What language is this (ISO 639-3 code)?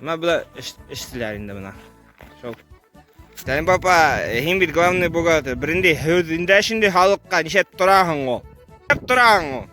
bak